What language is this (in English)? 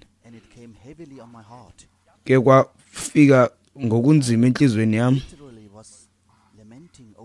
Xhosa